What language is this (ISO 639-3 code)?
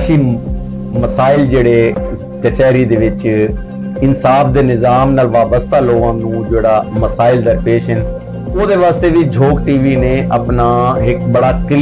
skr